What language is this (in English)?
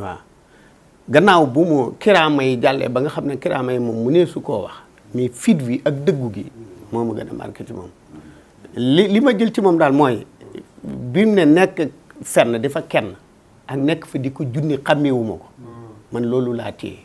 Wolof